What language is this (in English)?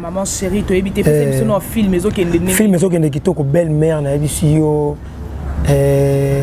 Lingala